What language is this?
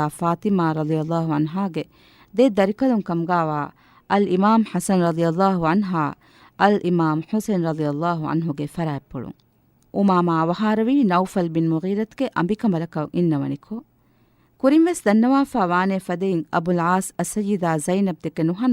Divehi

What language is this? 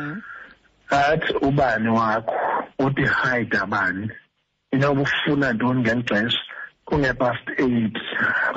Xhosa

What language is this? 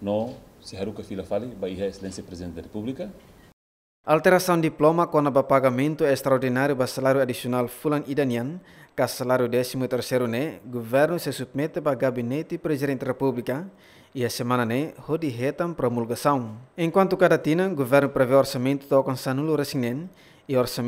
Tetum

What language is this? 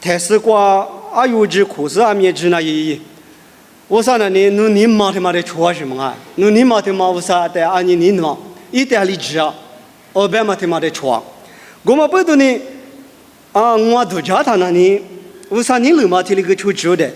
Lisu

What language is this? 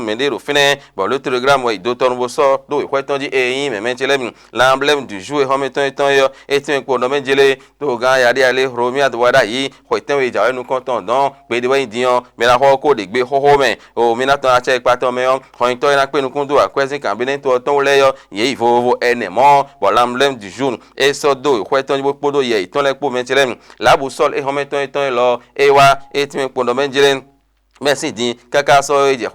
Fon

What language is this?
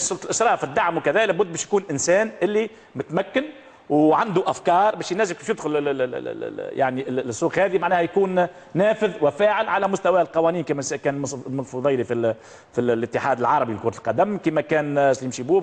Tunisian Arabic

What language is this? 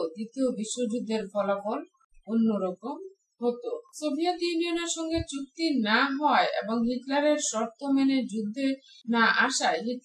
Bangla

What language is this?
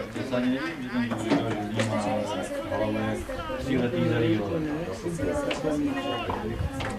Czech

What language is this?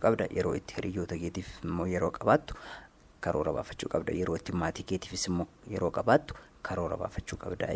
Oromo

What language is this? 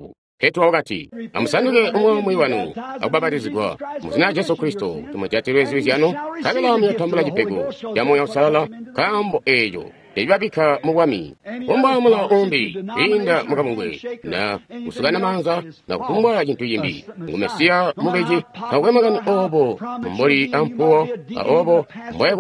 Tonga (Zambia)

